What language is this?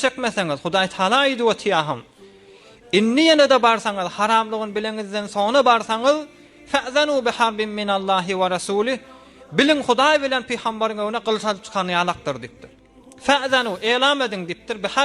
Turkmen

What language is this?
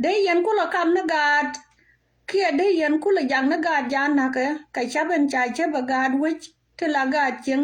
Nuer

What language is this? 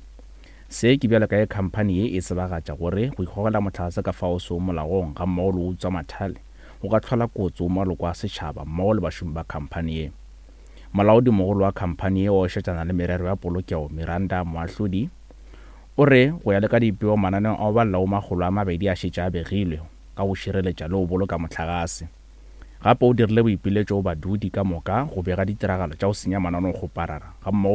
Northern Sotho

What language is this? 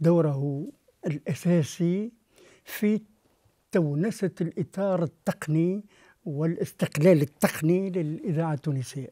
Tunisian Arabic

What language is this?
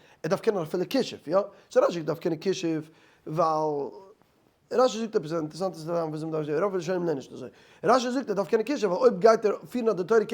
Yiddish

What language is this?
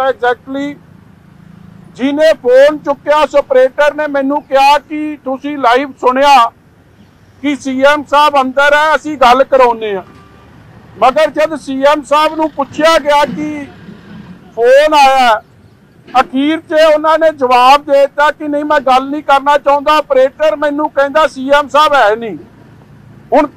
Punjabi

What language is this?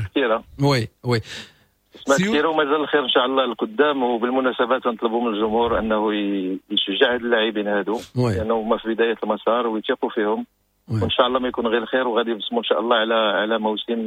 Moroccan Arabic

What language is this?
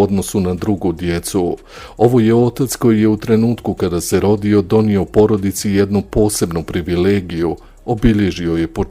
Bosnian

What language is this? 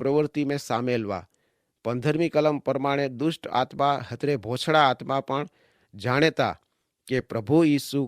Kachhi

